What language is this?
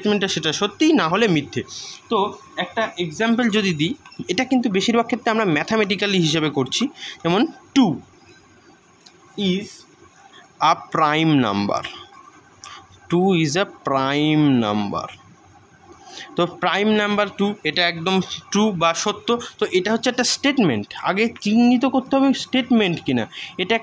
Bangla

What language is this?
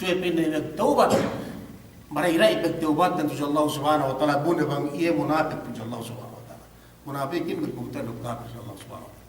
Yakan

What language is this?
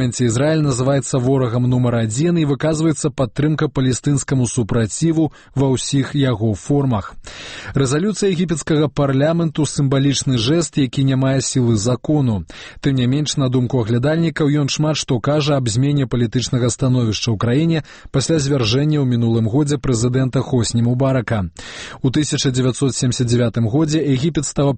Belarusian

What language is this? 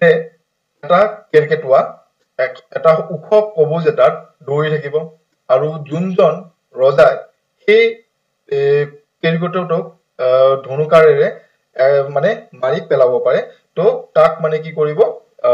Assamese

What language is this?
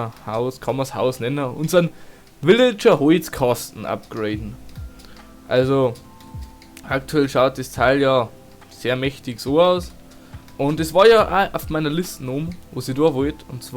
Bavarian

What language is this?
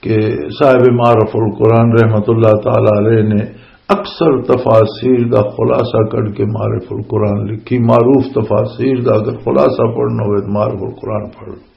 Western Panjabi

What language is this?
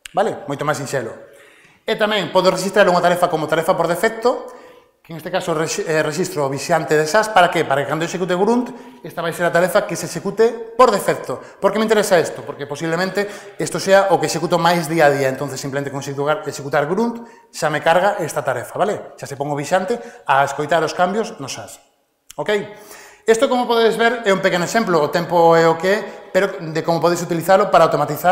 Galician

